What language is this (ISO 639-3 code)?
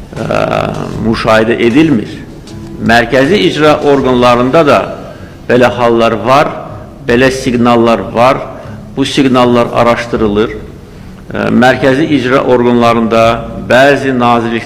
aze